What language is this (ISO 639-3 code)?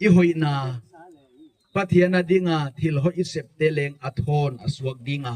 gnb